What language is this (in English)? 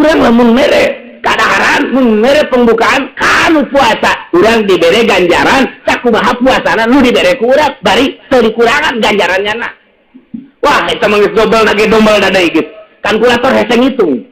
Sundanese